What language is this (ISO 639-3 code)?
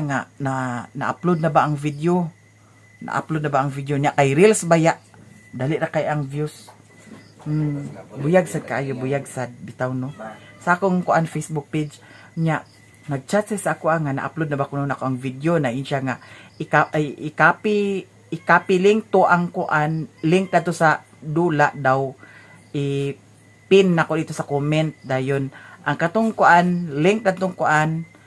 ceb